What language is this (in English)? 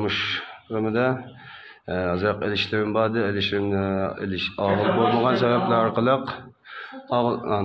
Uyghur